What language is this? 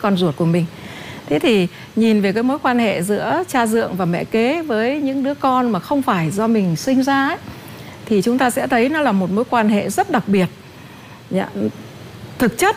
Vietnamese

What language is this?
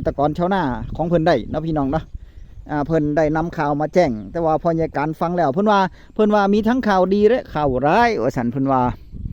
Northeastern Thai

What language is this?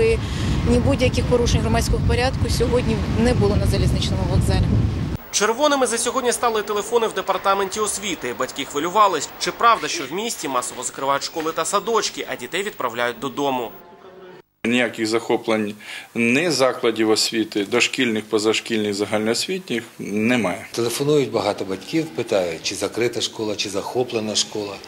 Ukrainian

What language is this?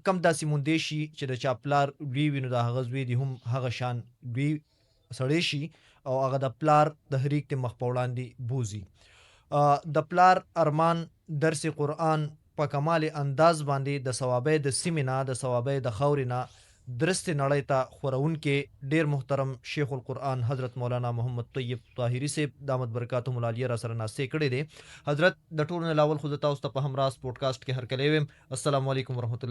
Pashto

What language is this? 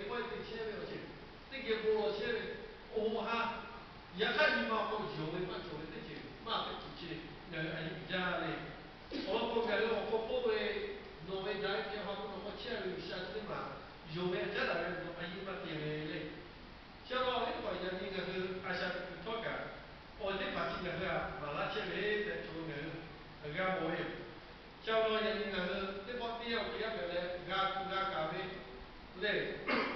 Lahu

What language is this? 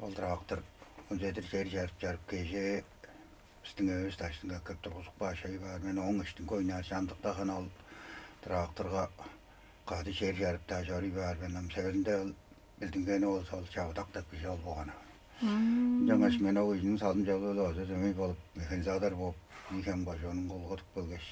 Tuvinian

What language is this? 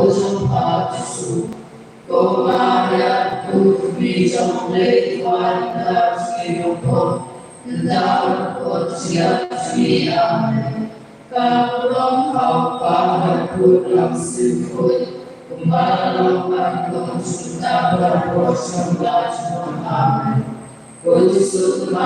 Khasi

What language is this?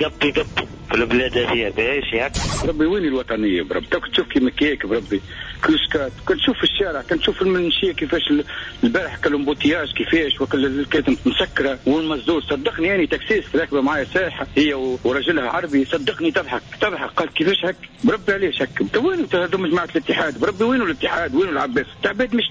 Tunisian Arabic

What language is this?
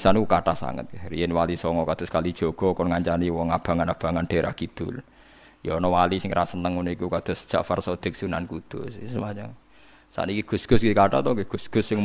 Javanese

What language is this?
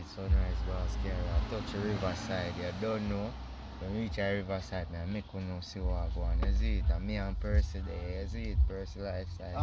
Jamaican Creole English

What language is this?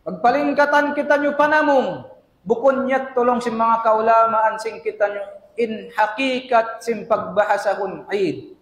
Tausug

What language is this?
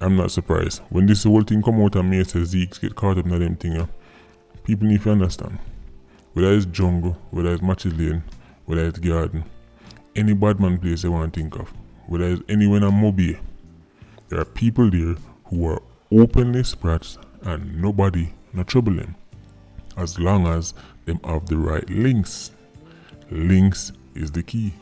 Jamaican Creole English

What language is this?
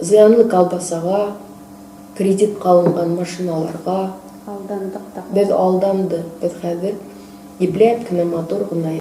Bashkir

